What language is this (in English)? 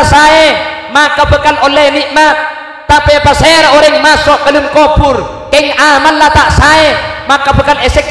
Madurese